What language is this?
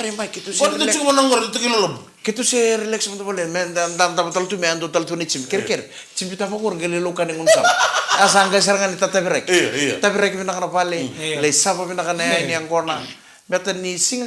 Fijian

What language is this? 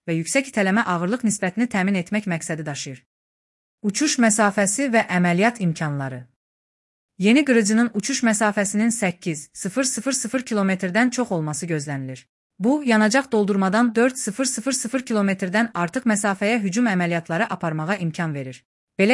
Azerbaijani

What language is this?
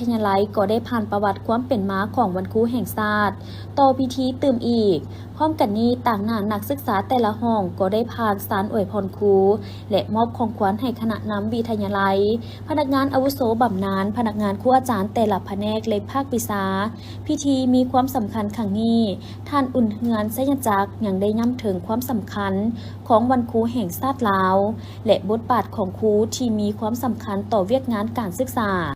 Lao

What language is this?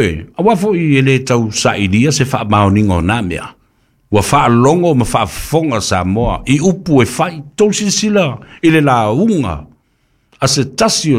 Samoan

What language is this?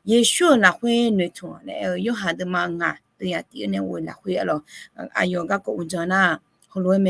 Akha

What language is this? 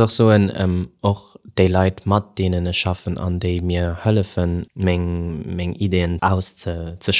Luxembourgish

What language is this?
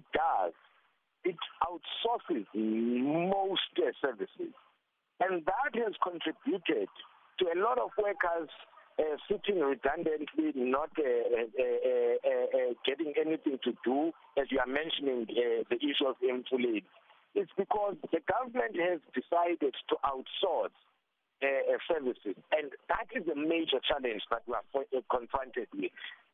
English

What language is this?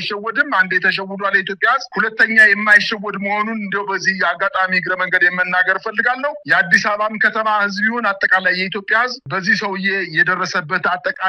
Amharic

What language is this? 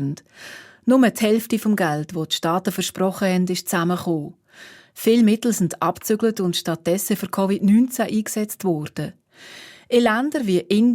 Swiss German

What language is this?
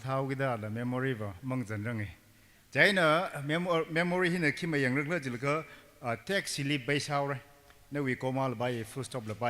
Tangkhul Naga (India)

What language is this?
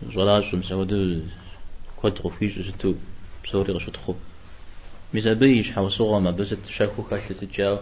Kabardian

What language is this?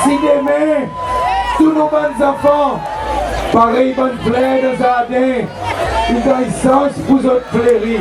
Seselwa Creole French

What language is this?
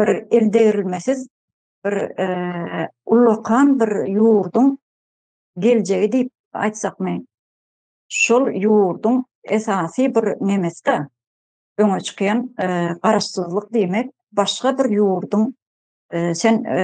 Turkmen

